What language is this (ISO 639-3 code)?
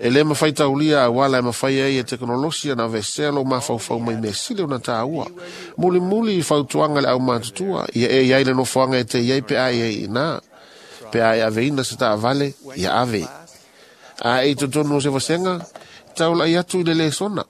smo